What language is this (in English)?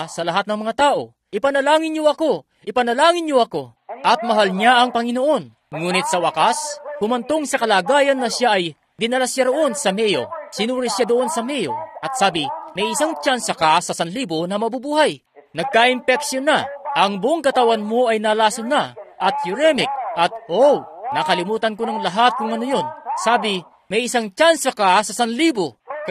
Filipino